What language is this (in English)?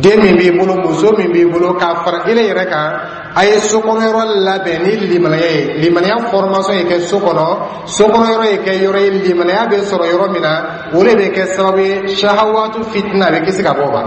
Dyula